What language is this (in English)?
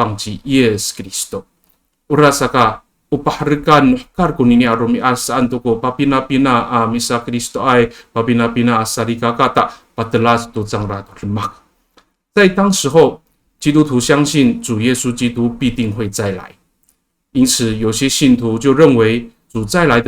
Amis